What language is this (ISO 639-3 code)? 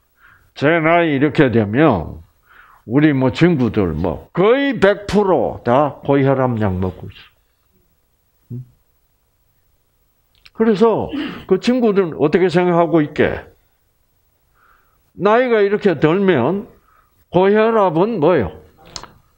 kor